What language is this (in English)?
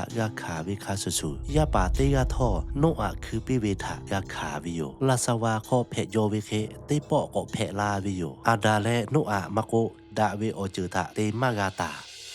Lahu